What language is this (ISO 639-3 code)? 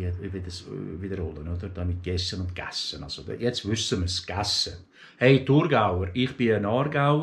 gsw